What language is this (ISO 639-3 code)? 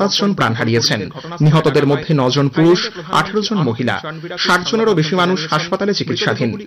ben